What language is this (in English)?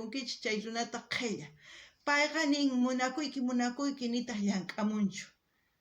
South Bolivian Quechua